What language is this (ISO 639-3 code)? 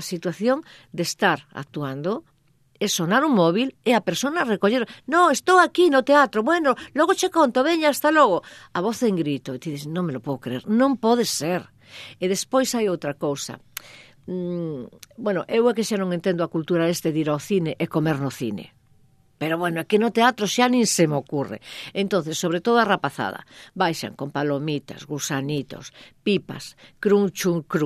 glg